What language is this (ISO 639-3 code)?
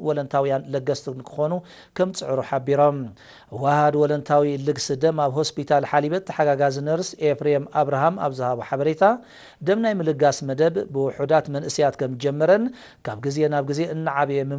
tir